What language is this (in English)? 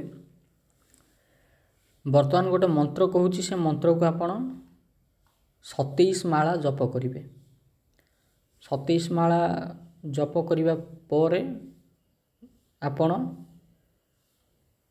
Odia